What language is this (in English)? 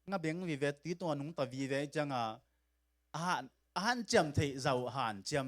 Tedim Chin